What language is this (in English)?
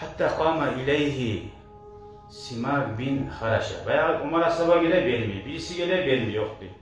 Kumyk